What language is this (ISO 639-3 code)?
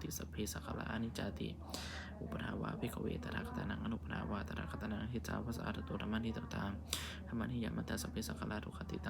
pli